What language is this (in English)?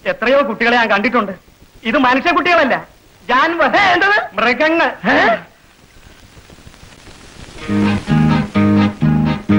Malayalam